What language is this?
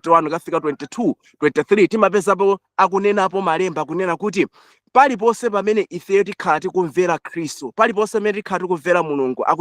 Nyanja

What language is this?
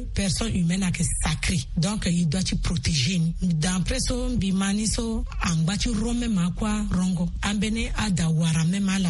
Sango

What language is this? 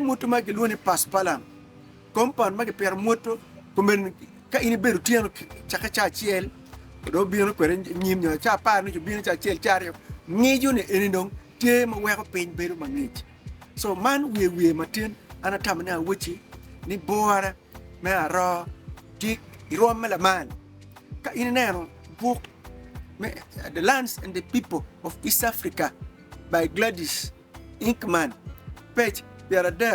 Acoli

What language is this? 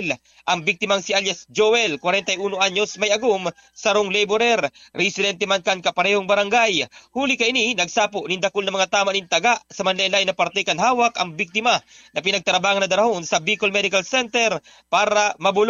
Bikol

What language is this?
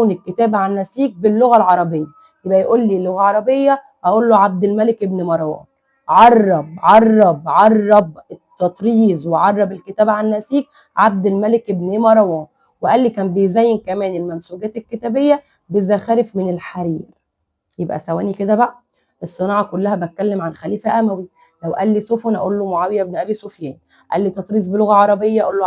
Egyptian Arabic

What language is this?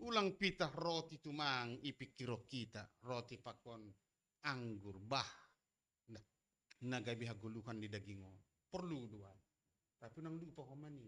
Batak Simalungun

